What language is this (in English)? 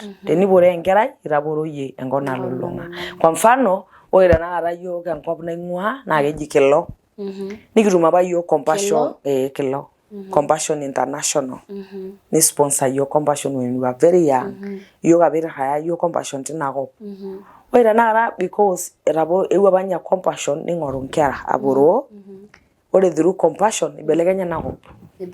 Masai